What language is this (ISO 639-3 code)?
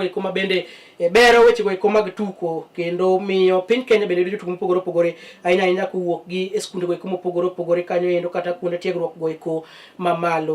luo